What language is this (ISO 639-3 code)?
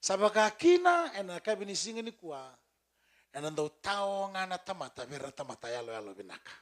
fij